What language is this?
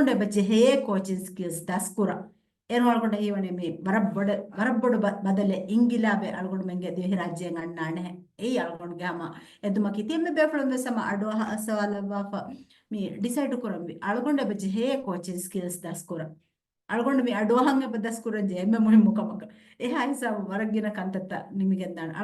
Divehi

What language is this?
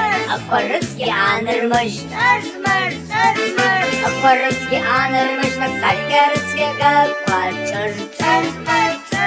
Abkhazian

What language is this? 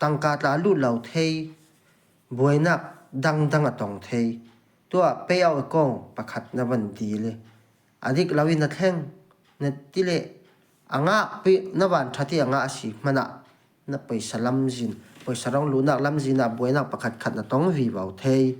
Falam Chin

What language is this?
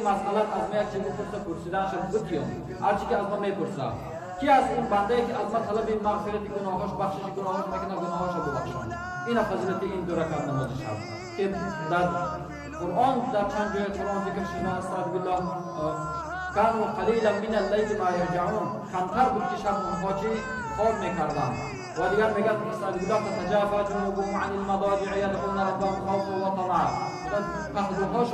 Tajik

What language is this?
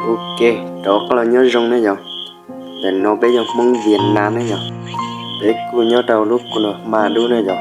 Hmong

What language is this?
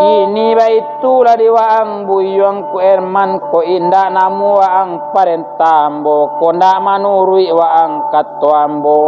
Minangkabau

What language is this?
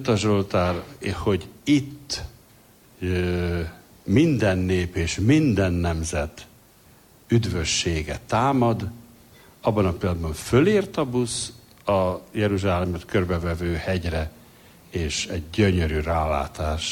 Hungarian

